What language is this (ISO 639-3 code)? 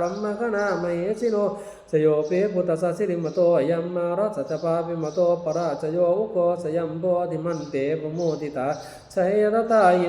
pli